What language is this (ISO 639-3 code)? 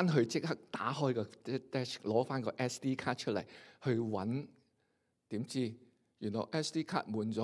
yue